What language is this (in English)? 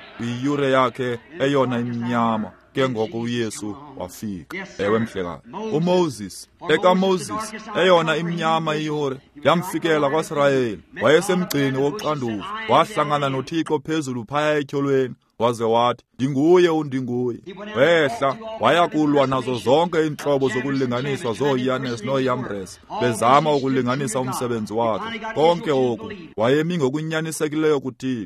Xhosa